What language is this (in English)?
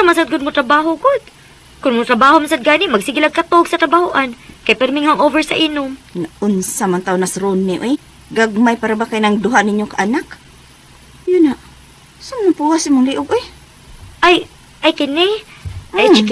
Cebuano